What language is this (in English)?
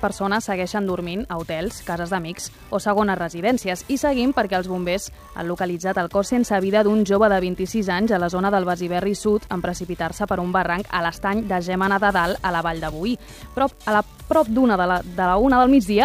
Catalan